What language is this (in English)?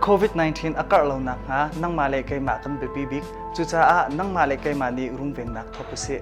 Hakha Chin